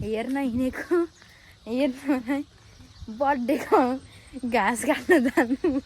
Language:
Nepali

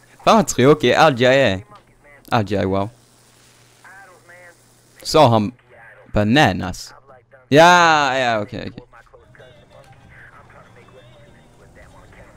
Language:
Swedish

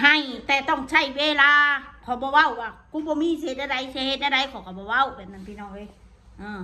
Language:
Northeastern Thai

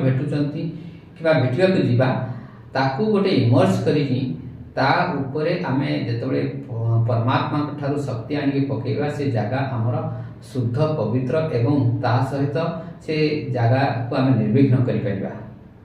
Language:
Odia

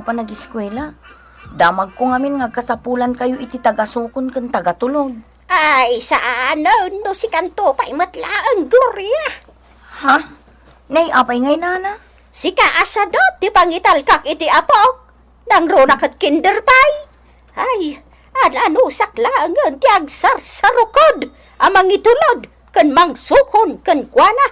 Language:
Iloko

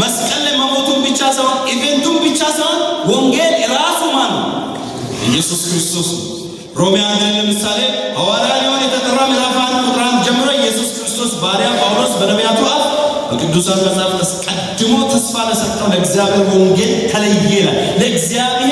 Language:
Amharic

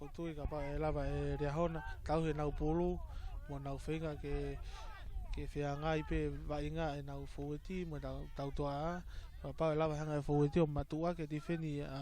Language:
Tongan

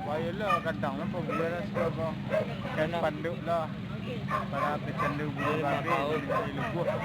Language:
Minangkabau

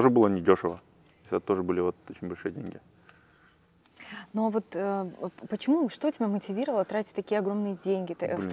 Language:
Russian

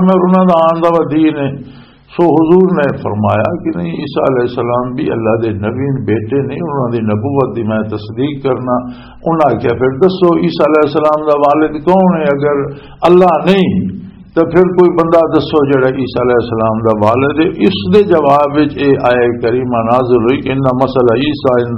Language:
Western Panjabi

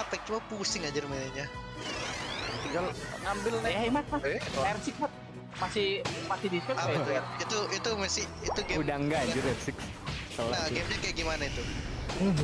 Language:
Indonesian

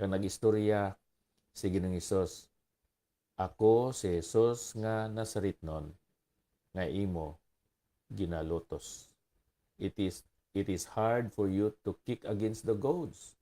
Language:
Hiligaynon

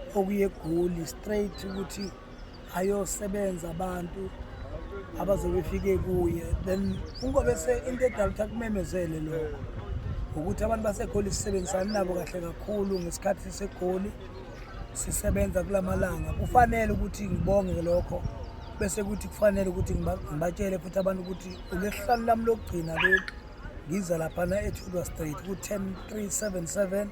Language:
Zulu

